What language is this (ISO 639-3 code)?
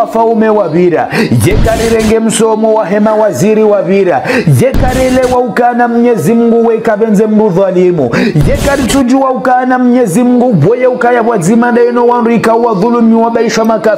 zdj